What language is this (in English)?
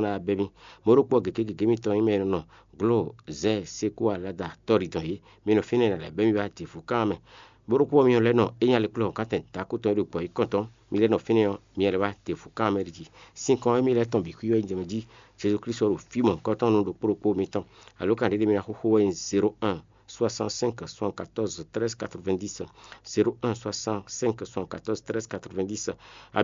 Fon